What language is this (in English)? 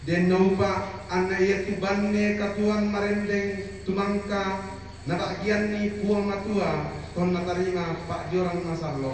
Toraja-Sa'dan